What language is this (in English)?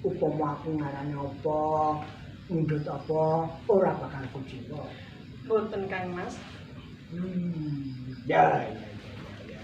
Javanese